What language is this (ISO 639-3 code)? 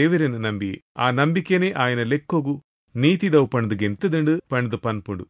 tcy